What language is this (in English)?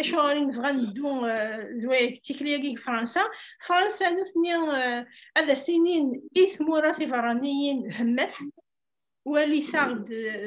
Kabyle